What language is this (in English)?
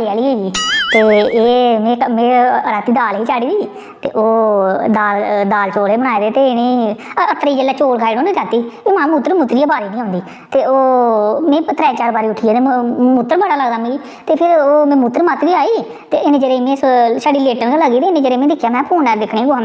Dogri